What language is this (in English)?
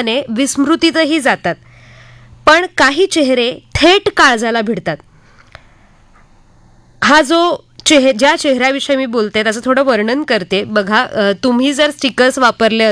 Marathi